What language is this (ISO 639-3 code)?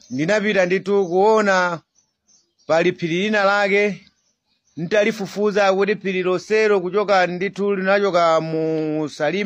nya